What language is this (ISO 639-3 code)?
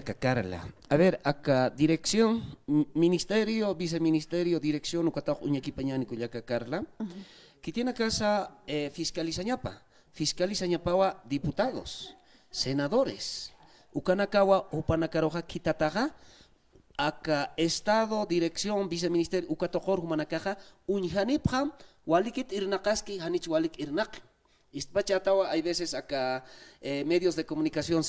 aym